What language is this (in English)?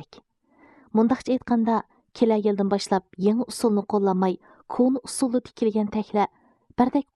Uyghur